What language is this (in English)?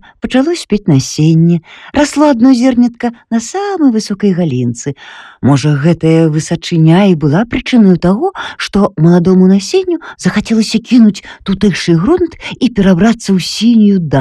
Belarusian